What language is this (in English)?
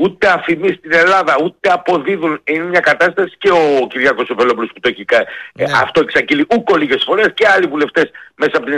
Greek